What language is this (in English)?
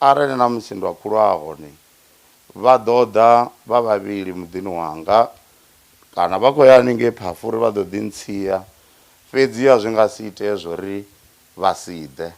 Venda